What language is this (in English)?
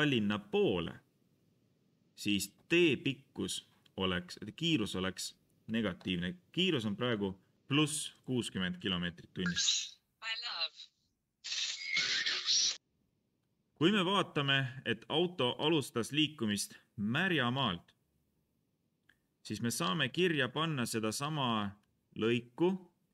Estonian